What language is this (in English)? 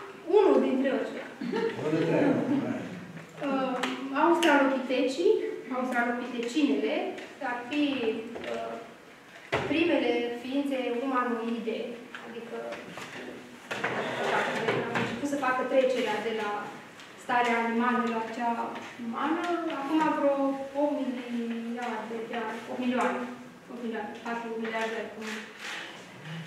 Romanian